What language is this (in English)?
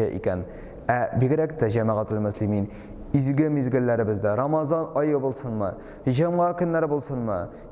Tatar